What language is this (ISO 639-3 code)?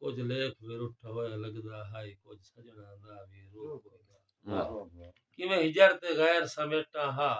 skr